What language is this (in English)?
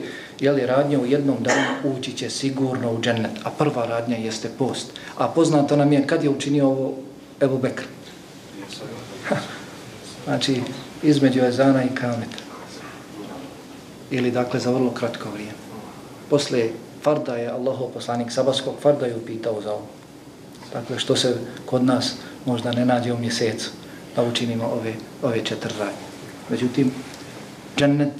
Bosnian